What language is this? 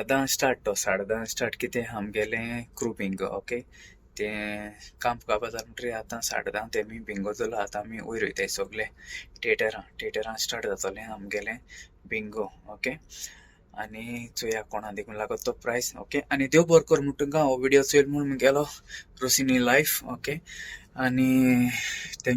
Konkani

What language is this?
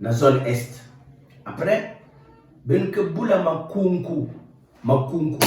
Kituba (Democratic Republic of Congo)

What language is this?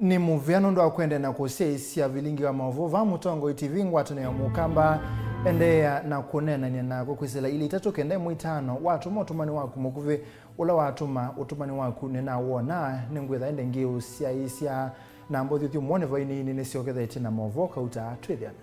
Kamba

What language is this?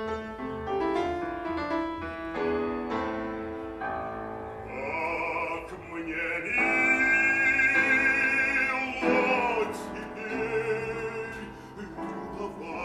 Russian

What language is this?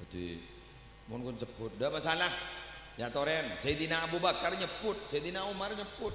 Madurese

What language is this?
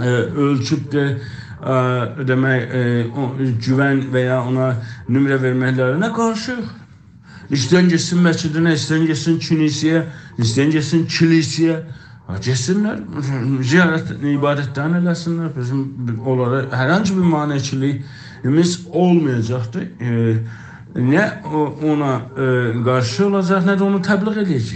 South Azerbaijani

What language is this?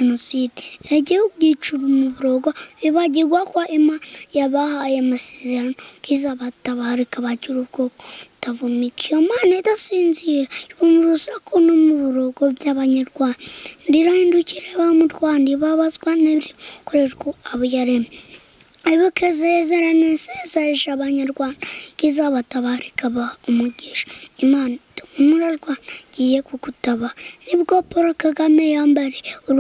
Kinyarwanda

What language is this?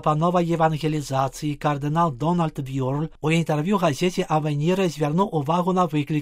Belarusian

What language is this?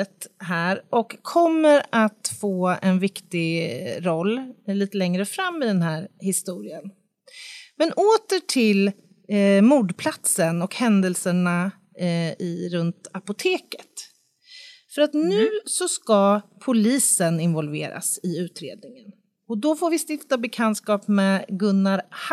Swedish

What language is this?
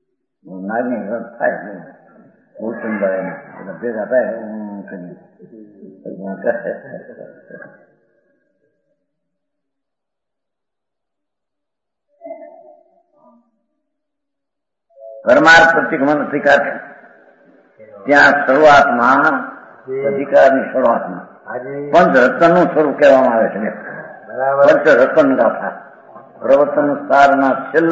Gujarati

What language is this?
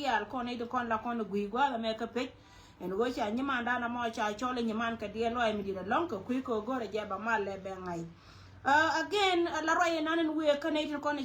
Nuer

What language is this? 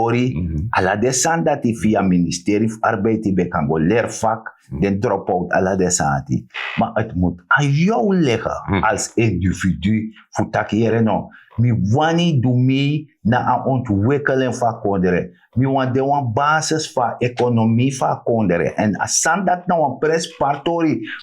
Sranan Tongo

